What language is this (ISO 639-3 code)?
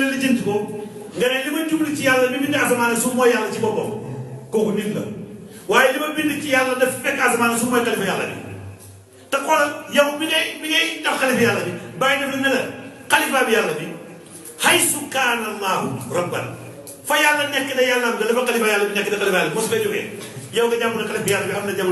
wol